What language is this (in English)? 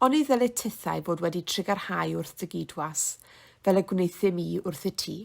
Welsh